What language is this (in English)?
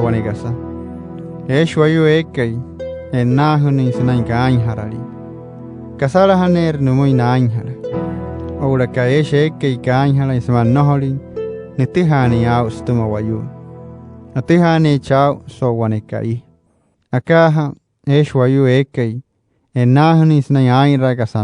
Wayuu